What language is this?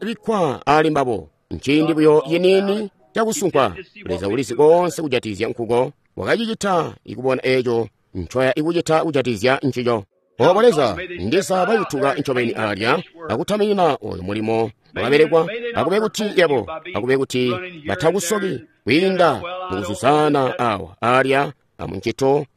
Tonga (Zambia)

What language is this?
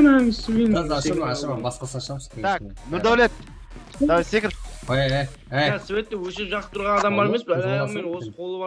Kara-Kalpak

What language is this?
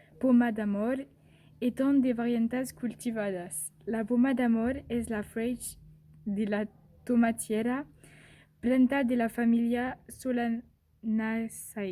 Occitan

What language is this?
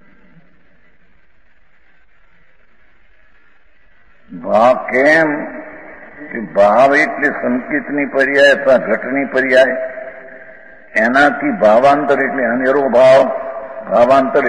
Gujarati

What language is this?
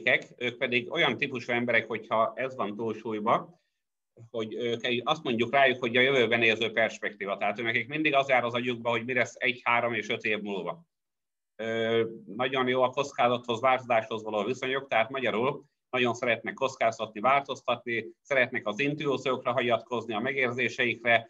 Hungarian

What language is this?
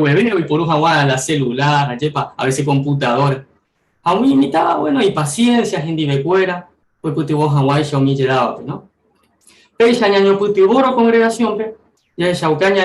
Guarani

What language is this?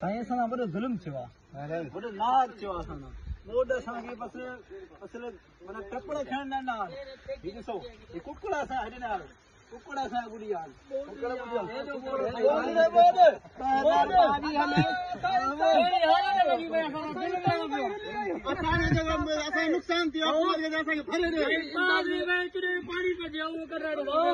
Sindhi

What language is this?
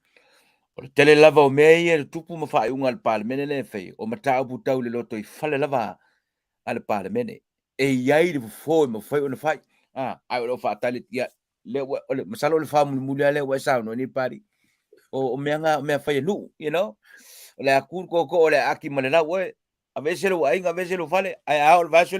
Samoan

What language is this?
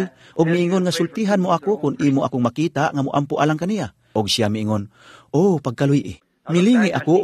Cebuano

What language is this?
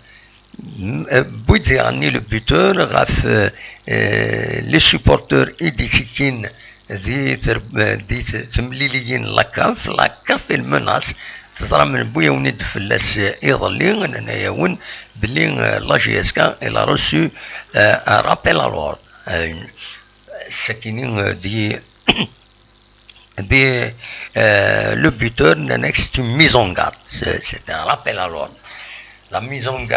Kabyle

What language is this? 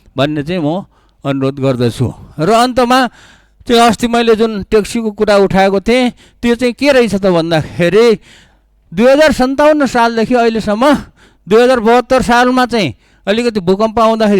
Nepali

